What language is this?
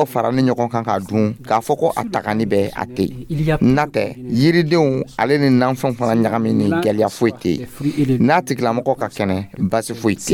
Dyula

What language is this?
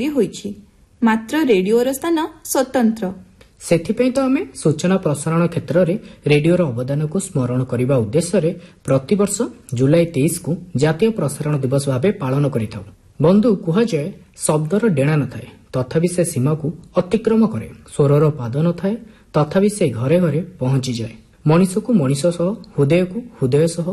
Odia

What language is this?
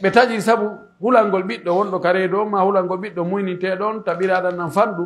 Pular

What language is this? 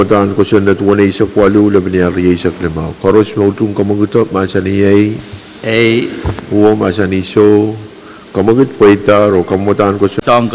Pohnpeian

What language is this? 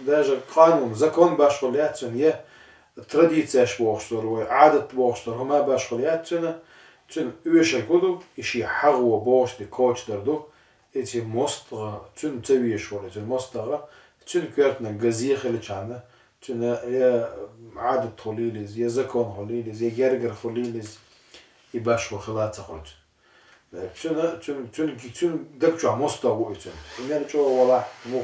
Chechen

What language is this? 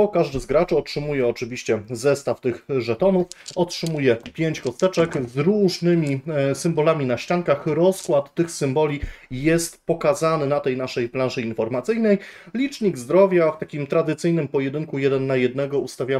Polish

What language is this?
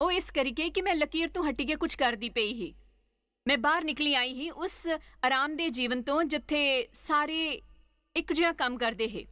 Dogri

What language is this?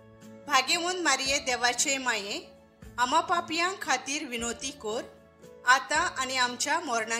Konkani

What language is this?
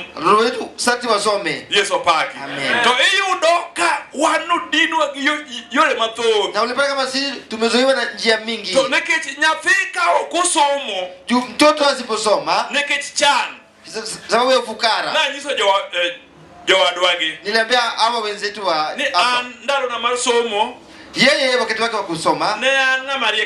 Luo (Kenya and Tanzania)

